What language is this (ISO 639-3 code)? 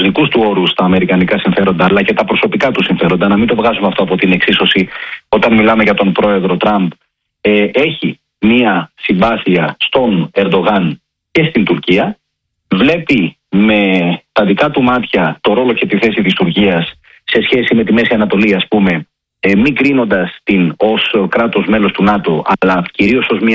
ell